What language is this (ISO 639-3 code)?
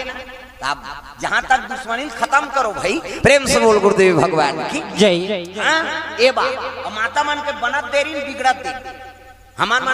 hne